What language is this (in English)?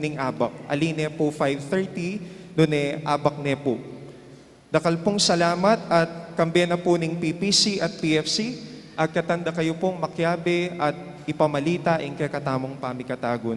Pampanga